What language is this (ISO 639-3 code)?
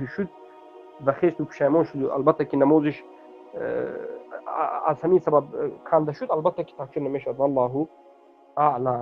tgk